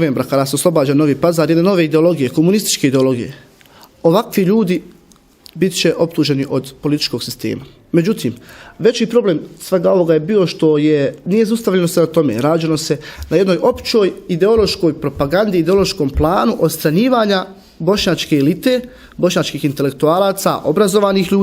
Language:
Bosnian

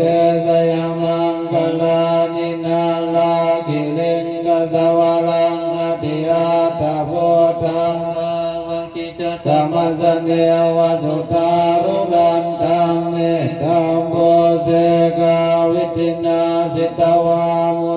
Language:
Pali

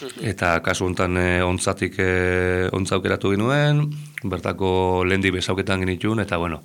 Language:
Basque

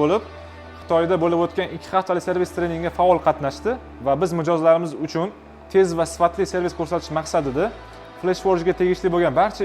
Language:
Uzbek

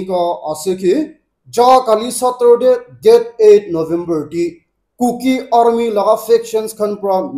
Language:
Naga Pidgin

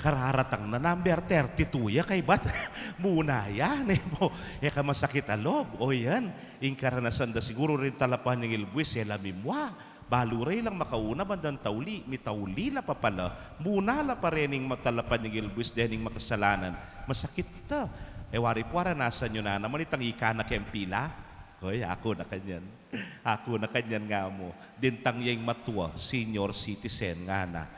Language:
Pampanga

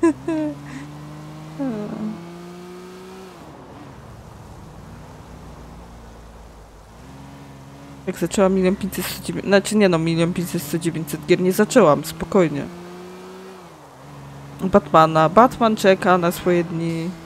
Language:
Polish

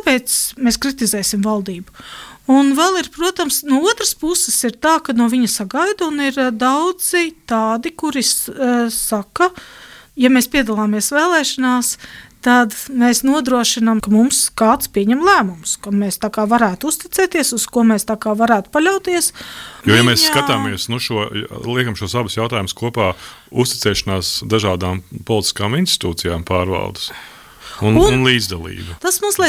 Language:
Latvian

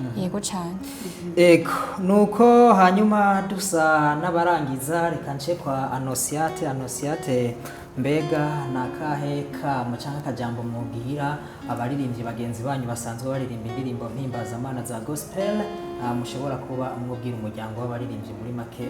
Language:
Rundi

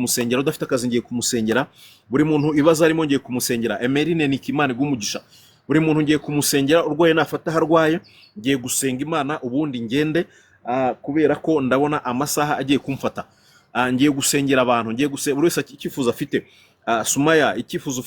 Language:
Kinyarwanda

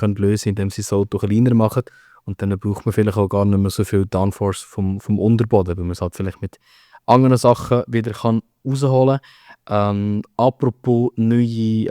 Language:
Swiss German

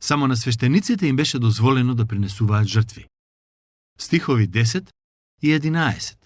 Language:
Macedonian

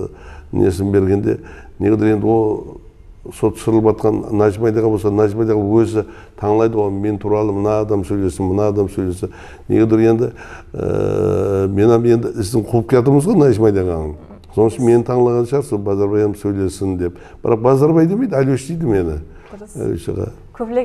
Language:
Kara-Kalpak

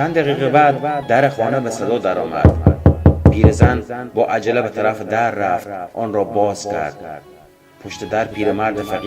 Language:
Tajik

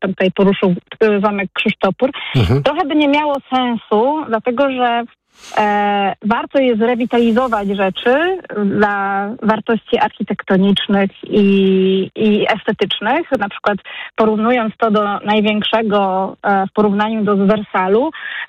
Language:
Polish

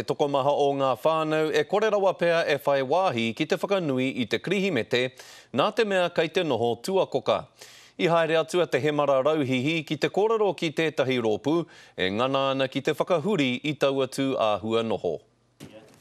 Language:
Māori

